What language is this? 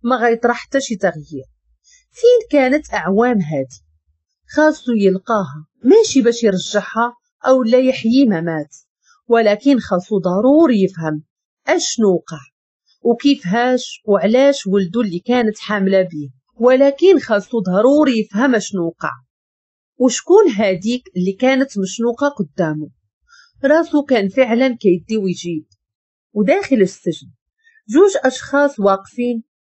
Moroccan Arabic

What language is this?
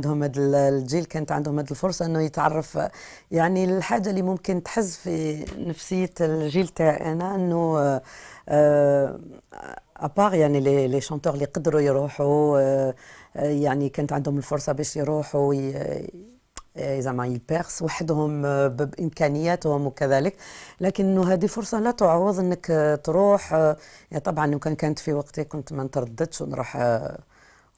Algerian Arabic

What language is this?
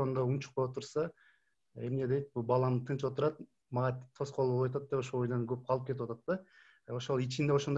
Kyrgyz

